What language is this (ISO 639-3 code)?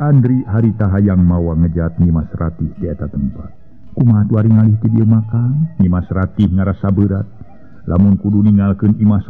sun